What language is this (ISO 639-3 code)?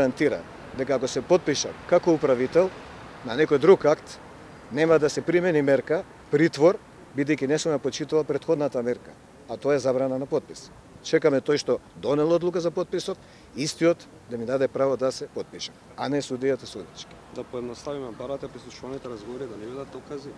mkd